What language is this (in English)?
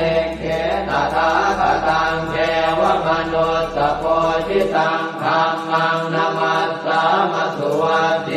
Pali